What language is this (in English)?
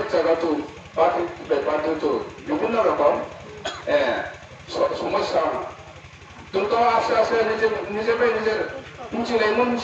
Riang (India)